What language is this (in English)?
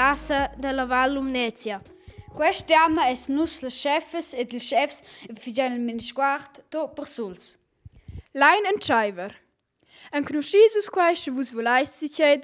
Romansh